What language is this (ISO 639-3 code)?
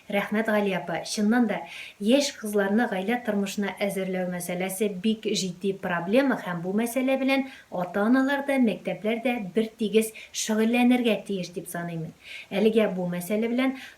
tat